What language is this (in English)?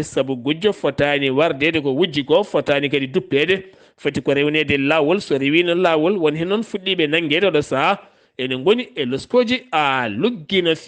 Fula